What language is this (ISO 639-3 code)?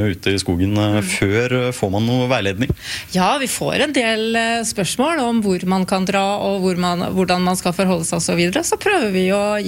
nor